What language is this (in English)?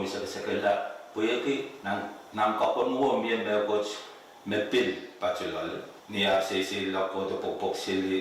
Pohnpeian